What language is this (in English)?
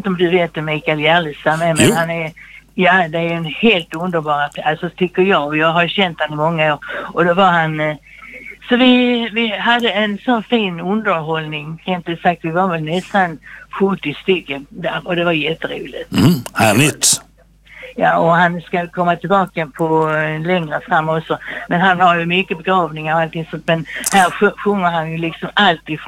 Swedish